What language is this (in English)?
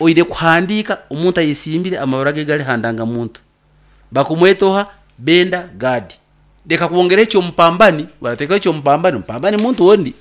Nyankole